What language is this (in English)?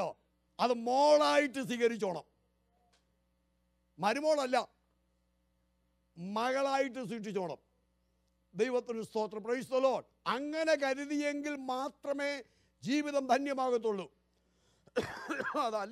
Malayalam